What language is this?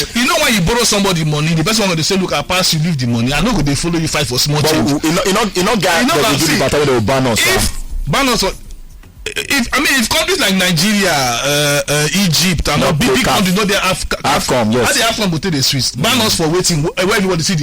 Nigerian Pidgin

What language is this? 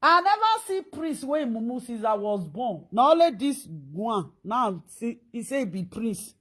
Nigerian Pidgin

